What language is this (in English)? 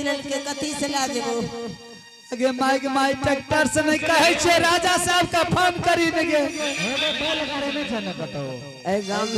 Angika